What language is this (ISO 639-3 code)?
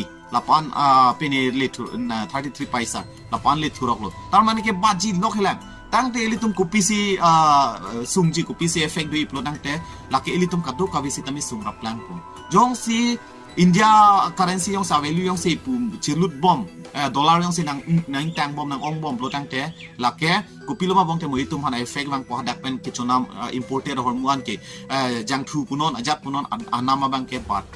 mjw